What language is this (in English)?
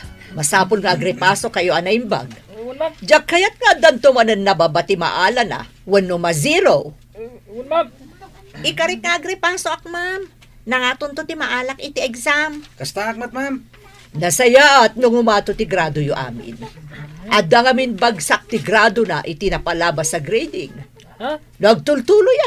Iloko